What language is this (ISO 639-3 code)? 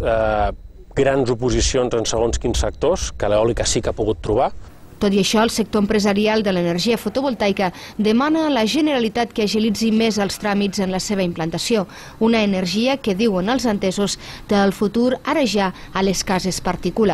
cat